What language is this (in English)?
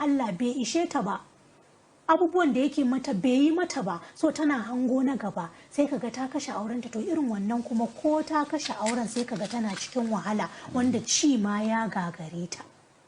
Hausa